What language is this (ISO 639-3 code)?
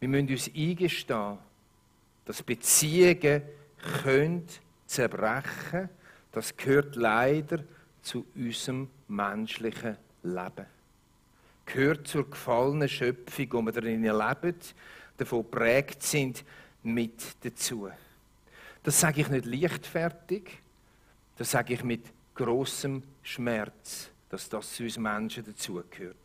gsw